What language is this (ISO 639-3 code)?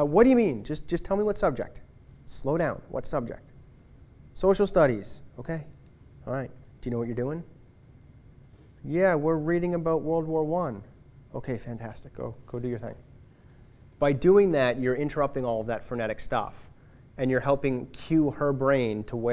eng